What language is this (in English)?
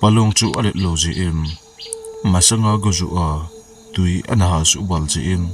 Thado Chin